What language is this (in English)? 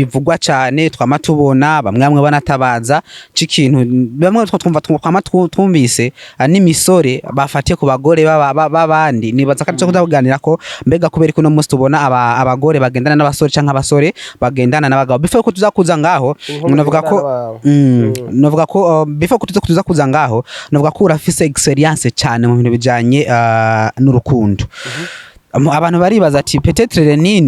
Rundi